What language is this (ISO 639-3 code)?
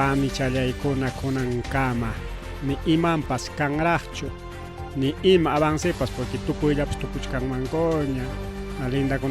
quy